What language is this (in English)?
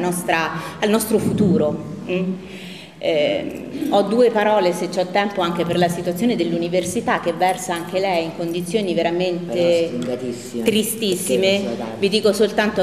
Italian